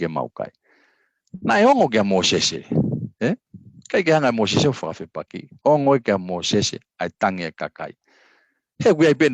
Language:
Tongan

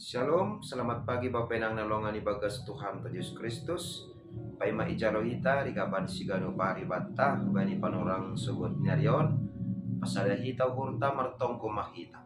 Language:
Batak Simalungun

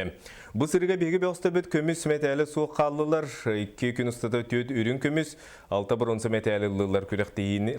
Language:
Yakut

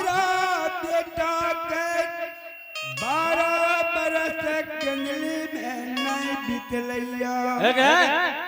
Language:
Angika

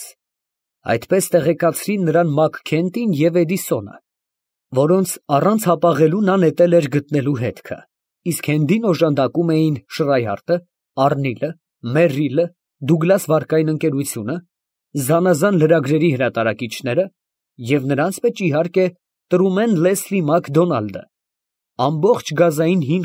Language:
Armenian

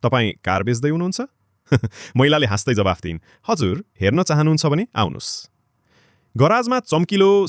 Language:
Nepali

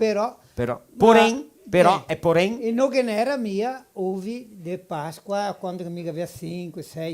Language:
Venetian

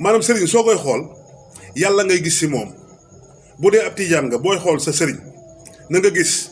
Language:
Wolof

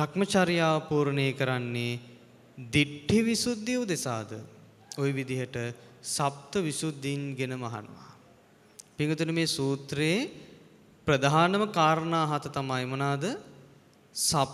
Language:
Sinhala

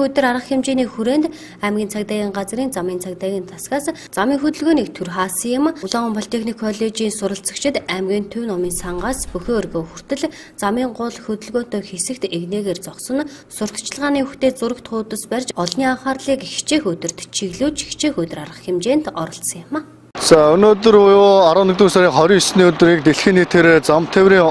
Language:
Mongolian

